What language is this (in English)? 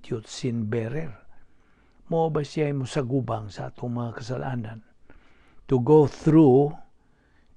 Cebuano